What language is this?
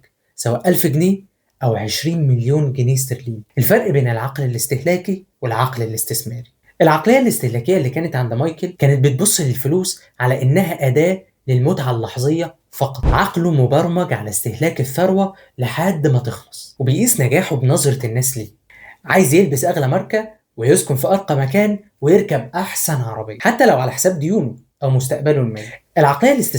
Egyptian Arabic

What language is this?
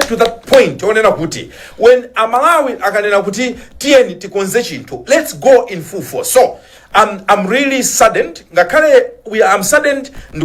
Nyanja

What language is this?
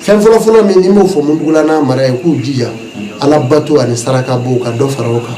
Bambara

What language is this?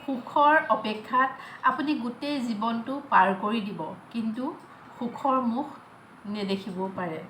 Assamese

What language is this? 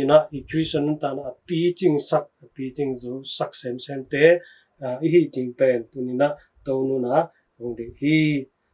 Tedim Chin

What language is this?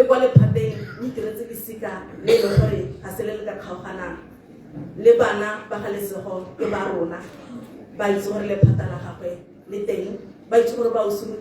Tswana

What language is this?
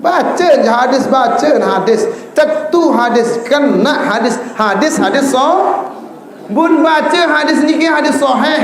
Sasak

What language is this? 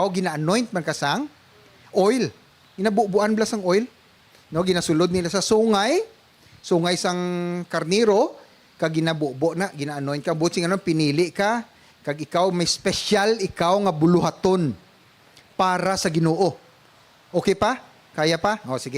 Hiligaynon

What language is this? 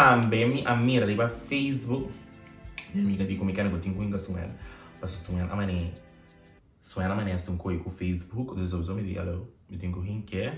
Papiamento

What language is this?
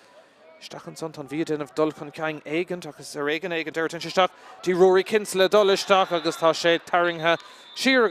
Irish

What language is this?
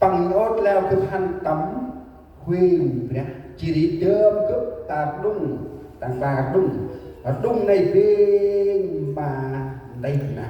Central Mnong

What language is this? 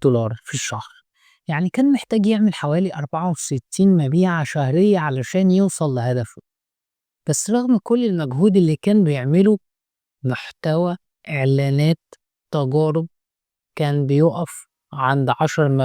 Egyptian Arabic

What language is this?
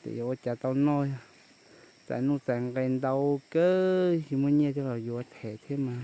Hmong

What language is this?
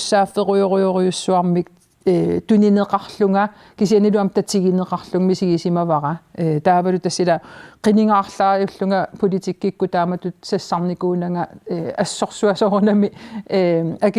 Kalaallisut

